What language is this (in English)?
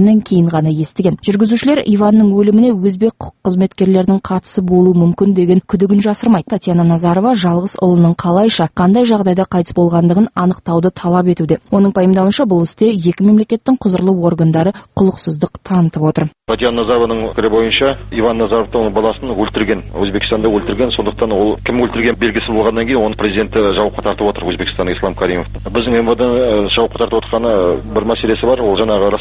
Kazakh